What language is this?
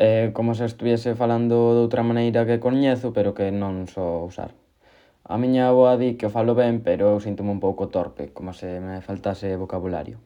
Galician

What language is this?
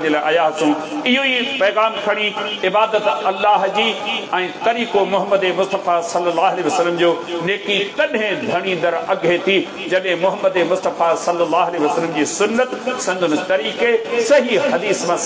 Sindhi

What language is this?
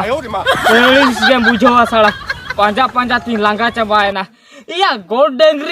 Santali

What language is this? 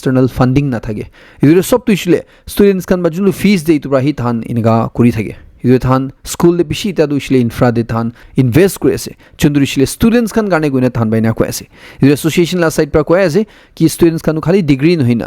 Naga Pidgin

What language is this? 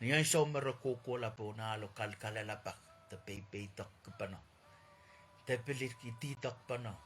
Pohnpeian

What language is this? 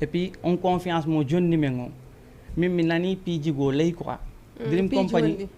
Fula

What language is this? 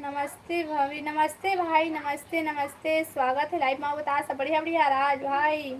Chhattisgarhi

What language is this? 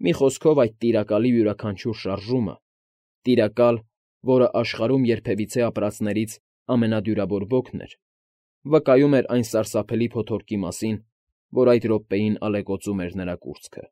Armenian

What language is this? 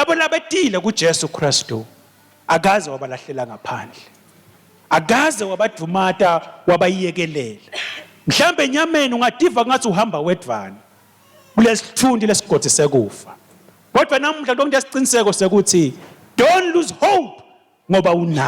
Swati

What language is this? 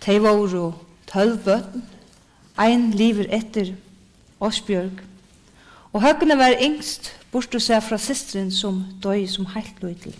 Faroese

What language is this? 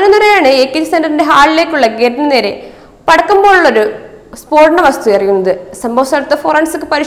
Malayalam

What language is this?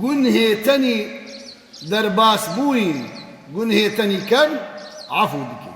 Kurdish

